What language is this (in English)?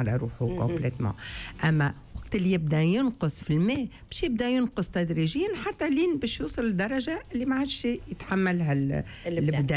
Tunisian Arabic